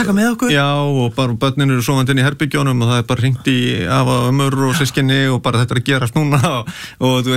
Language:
Icelandic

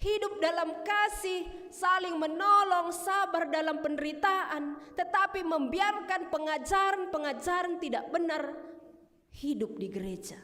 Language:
Batak Karo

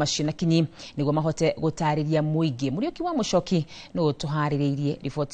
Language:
Kikuyu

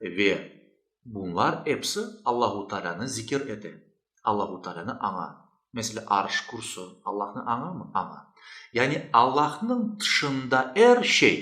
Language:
Crimean Tatar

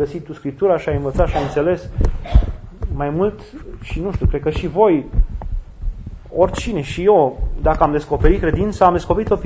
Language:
Romanian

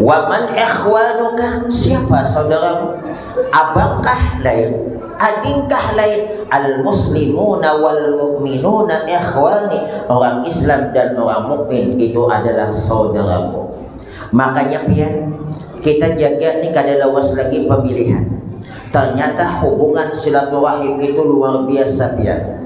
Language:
Banjar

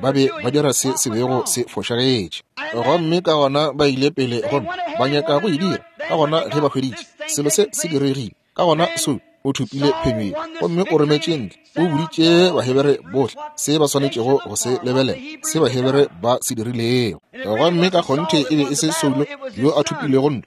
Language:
Northern Sotho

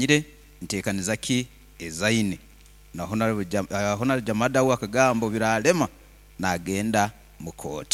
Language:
Nyoro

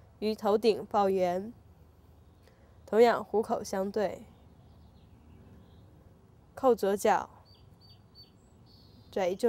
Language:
Chinese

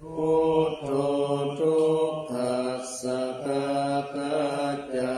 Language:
Pali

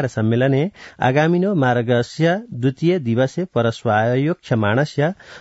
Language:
Sanskrit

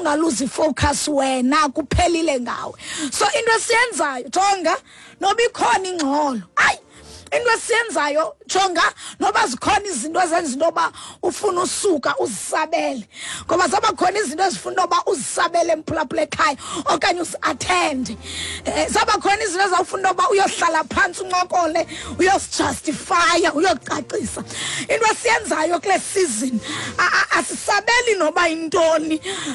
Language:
Xhosa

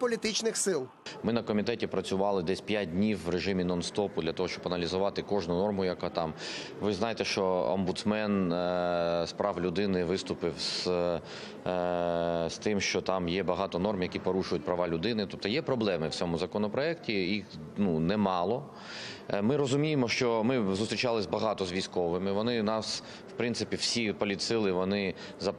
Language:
Ukrainian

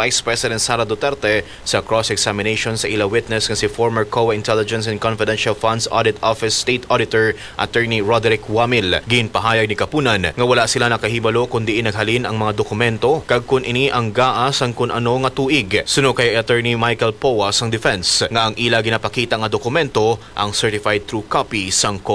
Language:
Hiligaynon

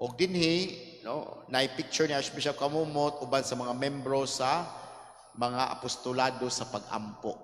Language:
Cebuano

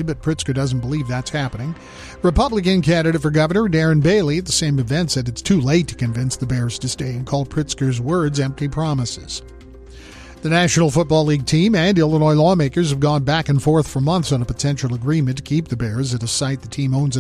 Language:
English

